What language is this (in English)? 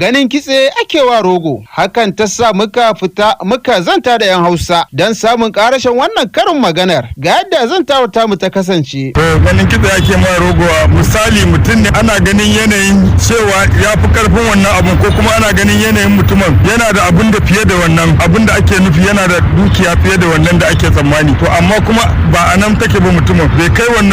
Hausa